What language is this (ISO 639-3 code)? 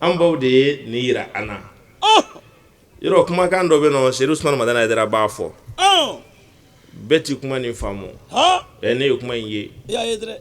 bam